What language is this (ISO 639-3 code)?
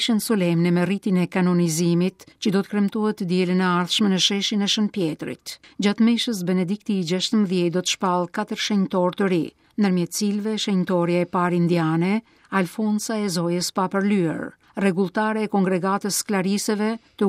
sqi